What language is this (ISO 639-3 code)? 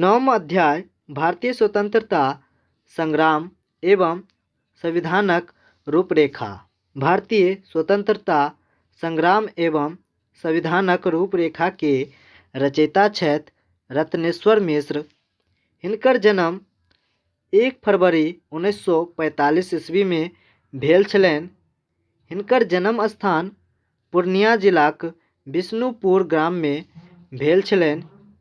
mai